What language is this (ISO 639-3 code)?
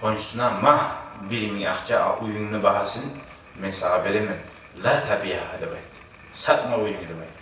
kum